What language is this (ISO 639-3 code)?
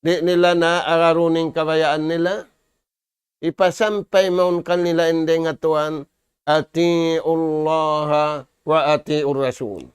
tsg